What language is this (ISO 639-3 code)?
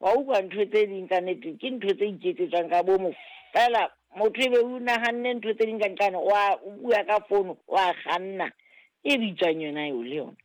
sot